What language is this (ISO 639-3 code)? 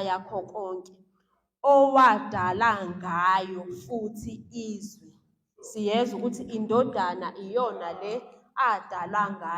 zul